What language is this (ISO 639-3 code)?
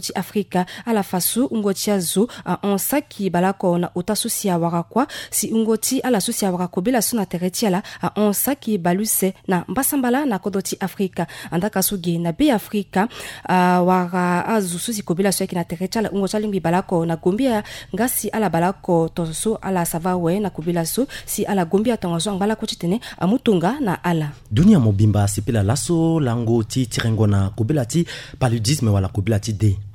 sag